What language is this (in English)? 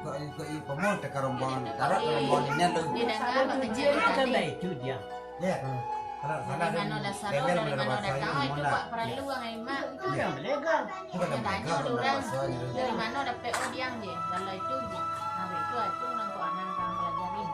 Minangkabau